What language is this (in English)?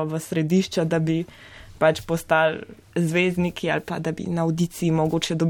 Slovenian